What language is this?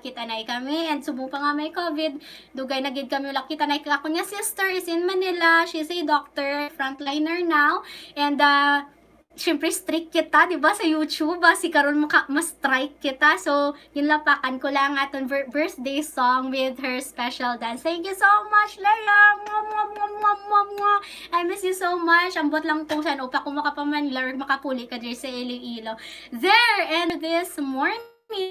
Hiligaynon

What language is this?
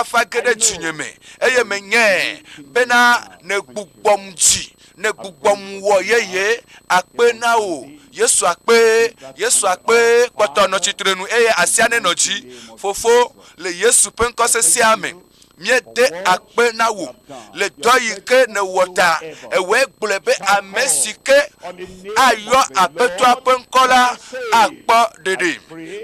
Ewe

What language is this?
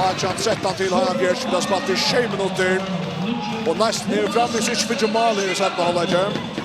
Faroese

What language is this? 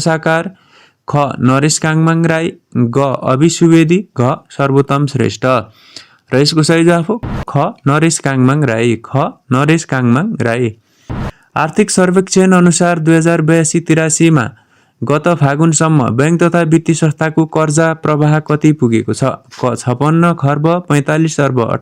Nepali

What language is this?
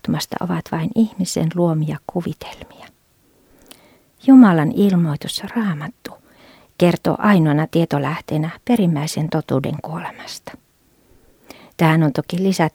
Finnish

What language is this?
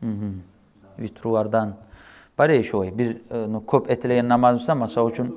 Kumyk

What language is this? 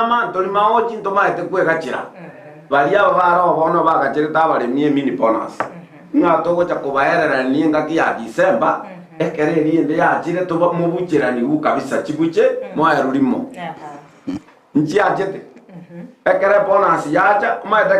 Gusii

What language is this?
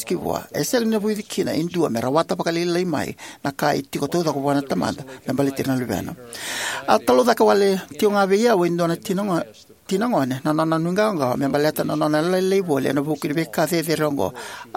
Fijian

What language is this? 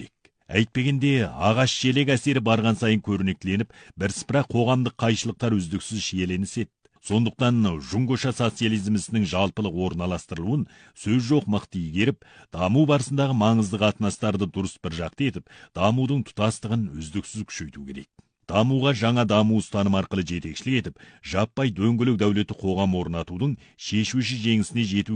Kazakh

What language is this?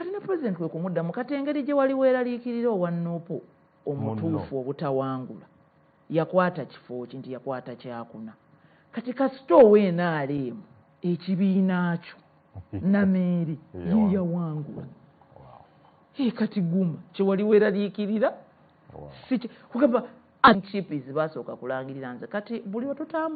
Ganda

